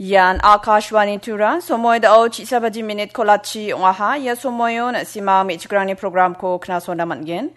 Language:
Garo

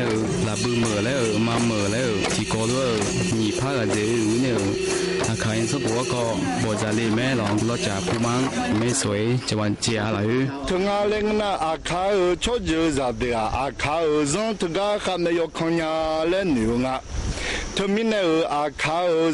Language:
Akha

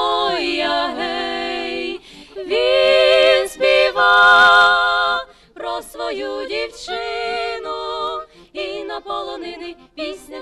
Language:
Ukrainian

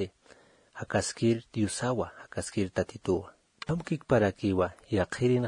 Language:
Aymara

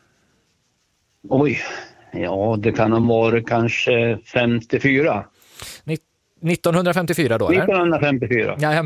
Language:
Swedish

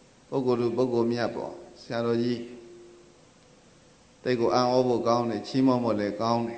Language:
Burmese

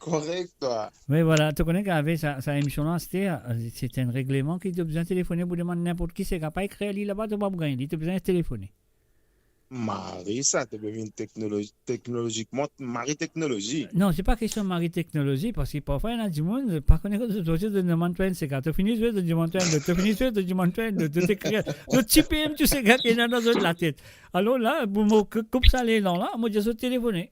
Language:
Morisyen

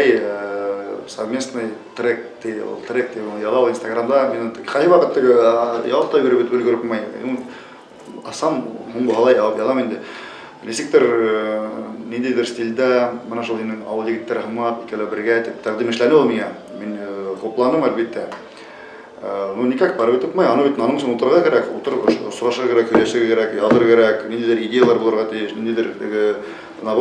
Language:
Bashkir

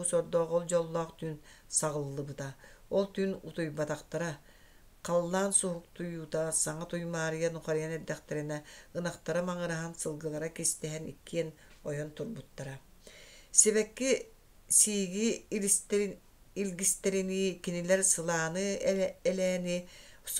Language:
Yakut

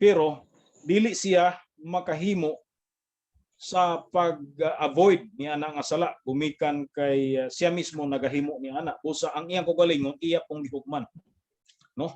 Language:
Cebuano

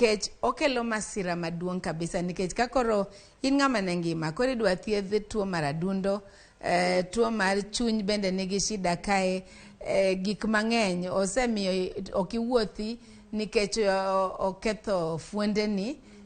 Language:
Luo (Kenya and Tanzania)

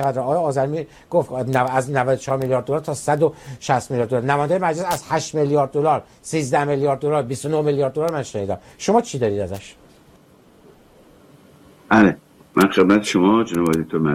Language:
Persian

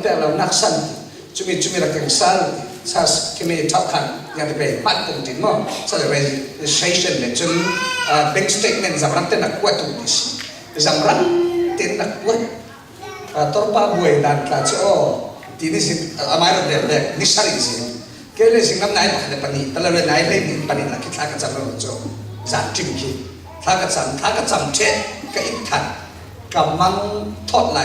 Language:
Falam Chin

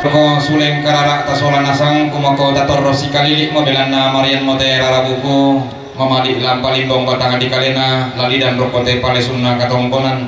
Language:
Toraja-Sa'dan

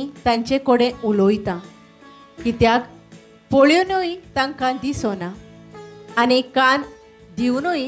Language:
Konkani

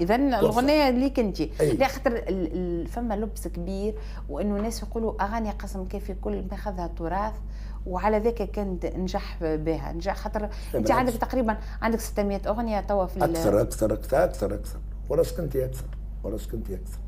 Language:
Tunisian Arabic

